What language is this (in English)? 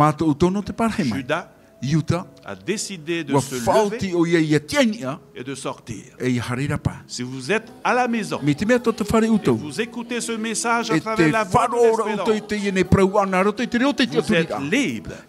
Tahitian